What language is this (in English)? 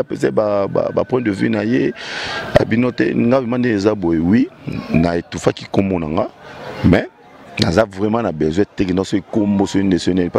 Lingala